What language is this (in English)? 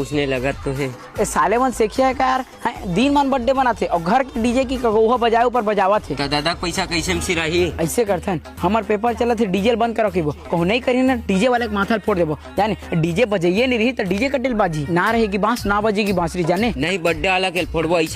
Chhattisgarhi